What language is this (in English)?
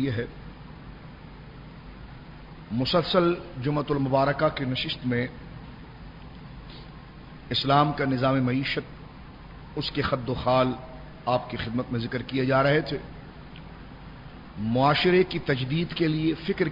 Urdu